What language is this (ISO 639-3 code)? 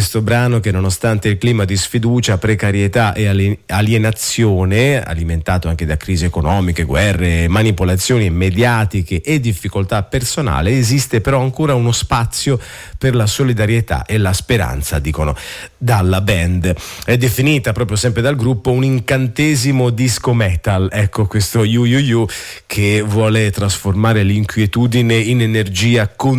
ita